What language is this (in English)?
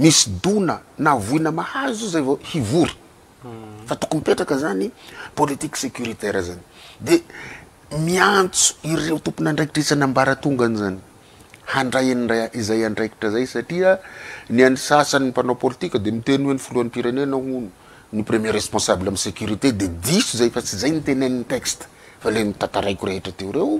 Malagasy